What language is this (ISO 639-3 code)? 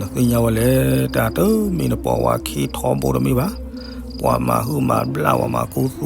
ksw